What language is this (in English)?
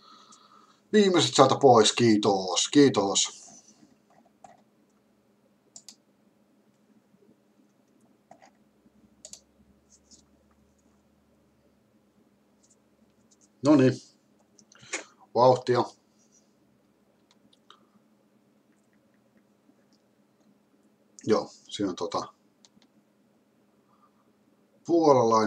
Finnish